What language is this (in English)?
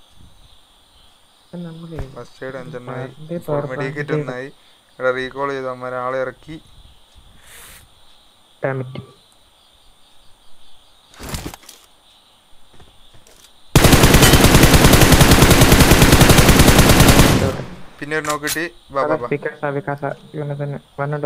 Malayalam